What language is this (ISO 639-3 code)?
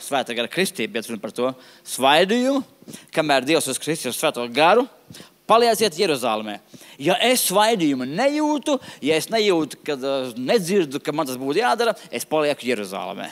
lav